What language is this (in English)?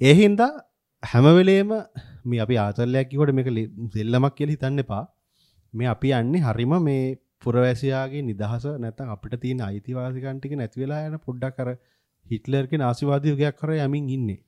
Sinhala